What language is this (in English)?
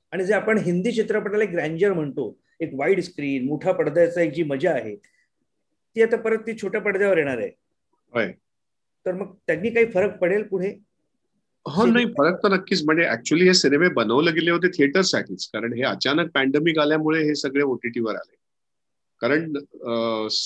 Marathi